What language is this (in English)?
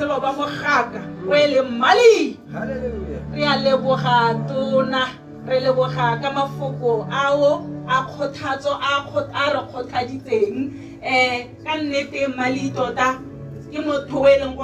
Tswana